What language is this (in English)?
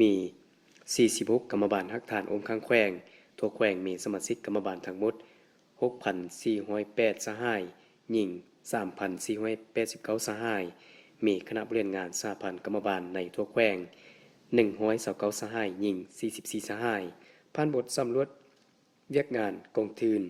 Lao